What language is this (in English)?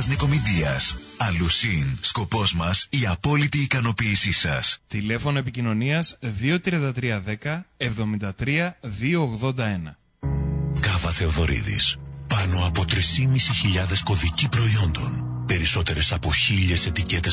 Greek